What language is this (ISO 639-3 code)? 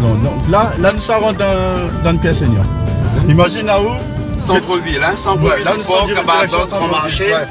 rcf